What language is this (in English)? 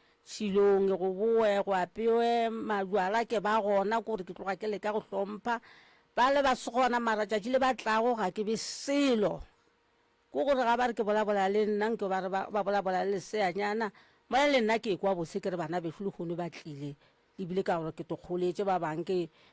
Northern Sotho